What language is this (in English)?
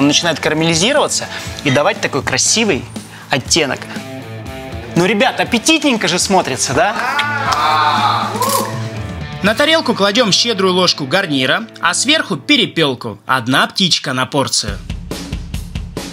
Russian